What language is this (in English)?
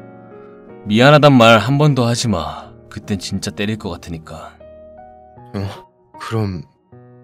Korean